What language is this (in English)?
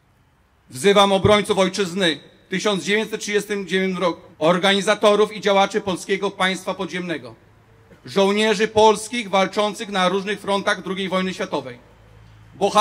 Polish